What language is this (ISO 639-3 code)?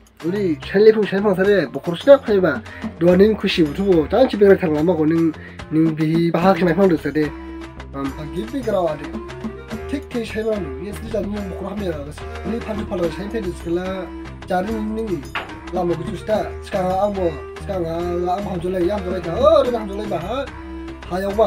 dis